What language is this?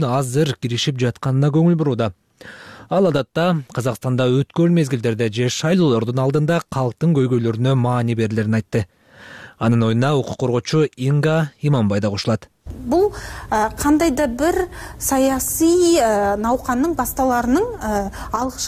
Kyrgyz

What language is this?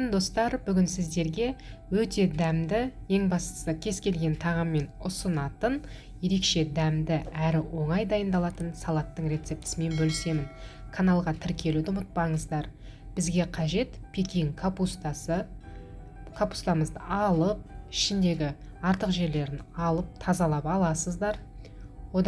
Kazakh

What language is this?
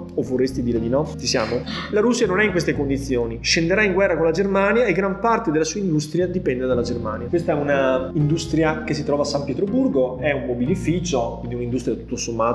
Italian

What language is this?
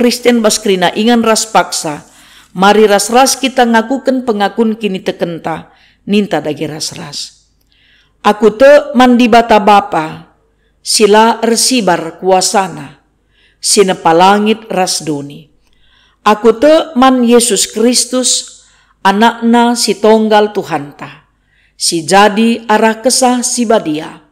Batak Karo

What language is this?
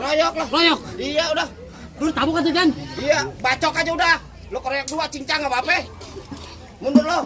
Betawi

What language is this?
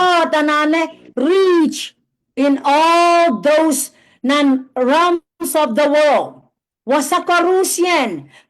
Pohnpeian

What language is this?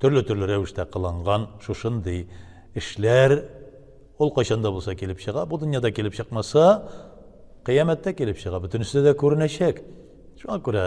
Tatar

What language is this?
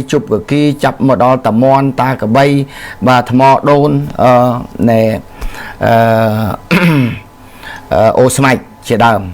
Khmer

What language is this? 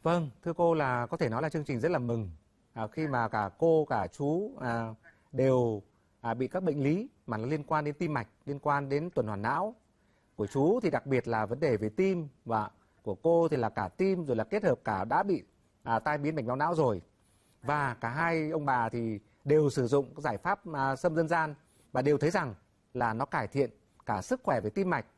Vietnamese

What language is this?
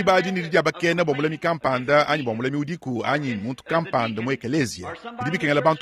Luba-Lulua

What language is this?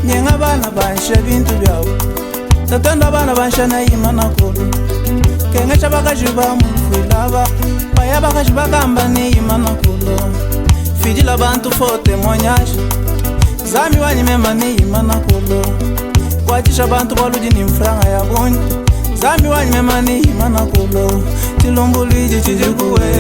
Luba-Lulua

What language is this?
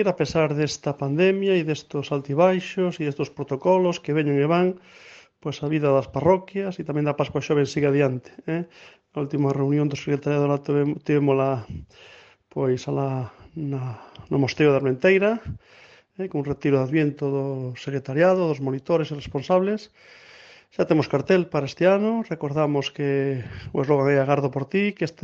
Galician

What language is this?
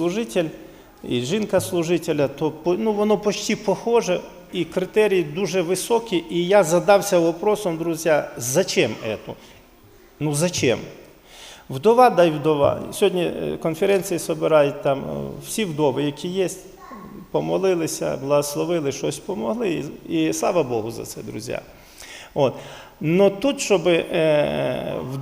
Ukrainian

